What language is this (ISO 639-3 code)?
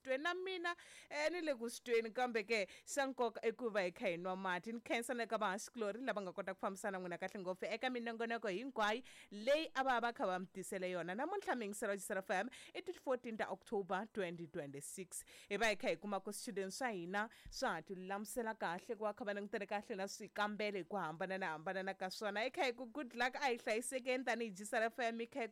tso